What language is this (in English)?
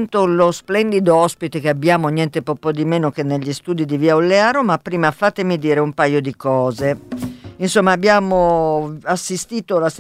Italian